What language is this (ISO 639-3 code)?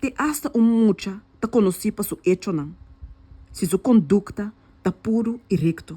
pap